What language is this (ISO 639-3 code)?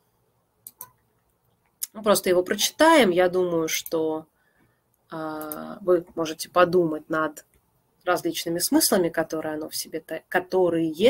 rus